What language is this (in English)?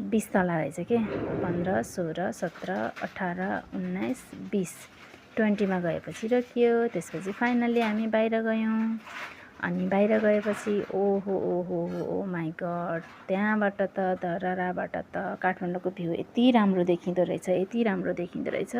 Nepali